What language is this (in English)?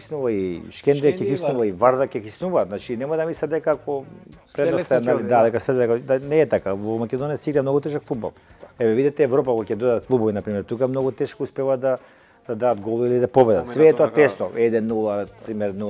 Macedonian